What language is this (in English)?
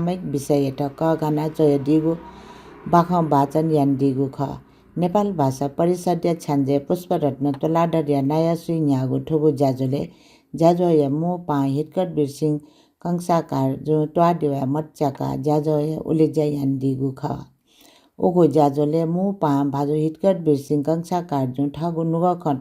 Newari